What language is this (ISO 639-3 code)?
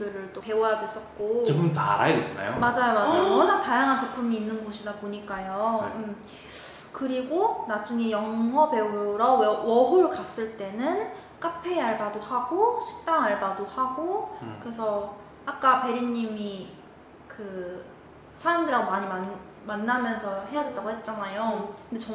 kor